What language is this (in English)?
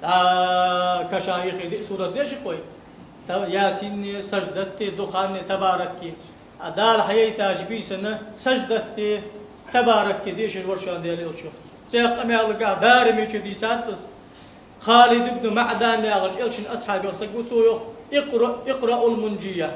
Ingush